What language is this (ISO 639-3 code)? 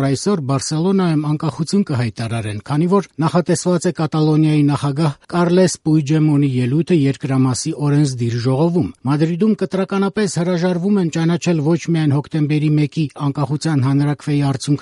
hye